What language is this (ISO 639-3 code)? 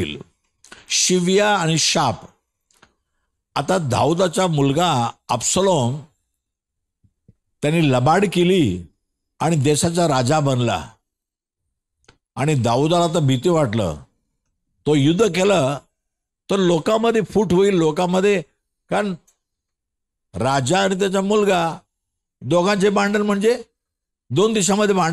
mar